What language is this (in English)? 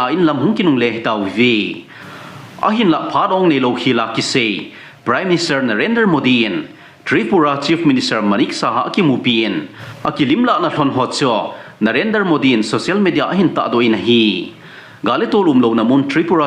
Thado Chin